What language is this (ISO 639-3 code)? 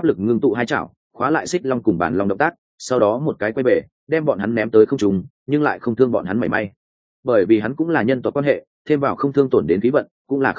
vie